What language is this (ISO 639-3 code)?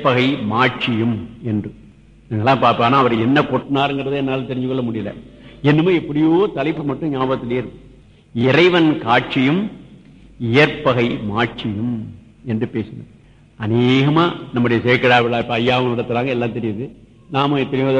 tam